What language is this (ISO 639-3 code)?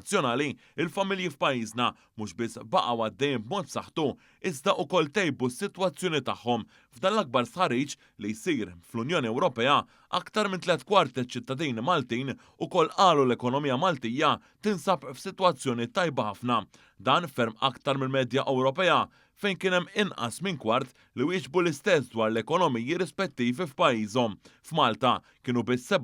mlt